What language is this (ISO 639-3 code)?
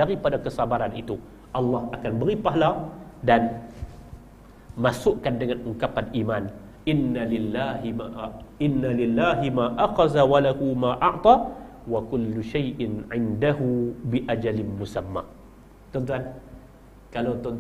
msa